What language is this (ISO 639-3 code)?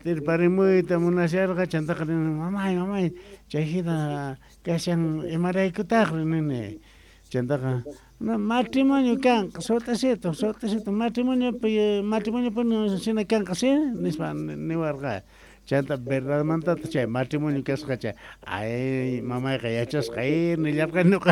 que